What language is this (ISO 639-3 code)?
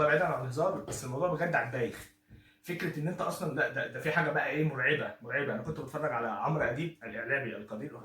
arz